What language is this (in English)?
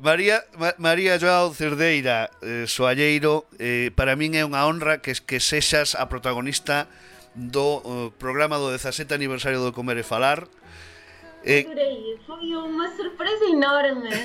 Galician